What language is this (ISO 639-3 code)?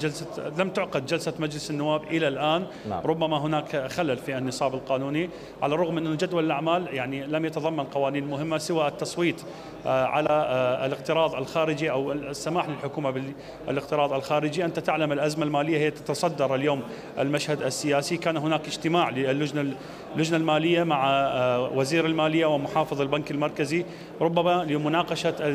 acm